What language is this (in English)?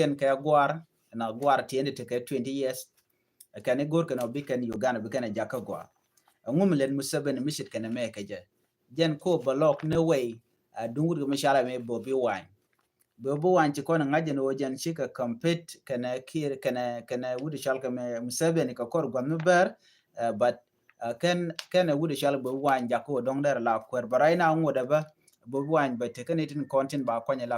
Nuer